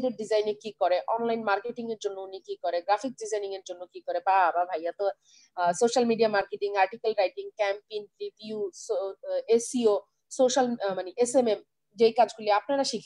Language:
Bangla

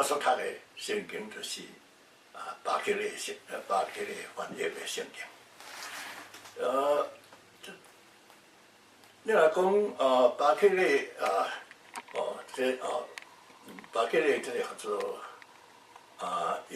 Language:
Min Nan Chinese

